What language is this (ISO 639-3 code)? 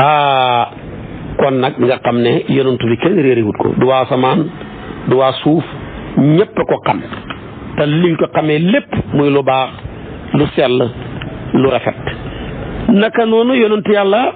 wol